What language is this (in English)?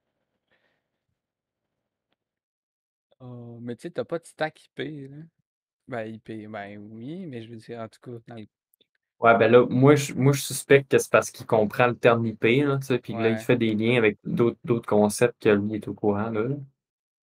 French